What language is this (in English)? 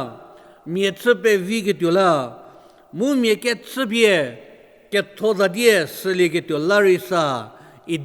Angami Naga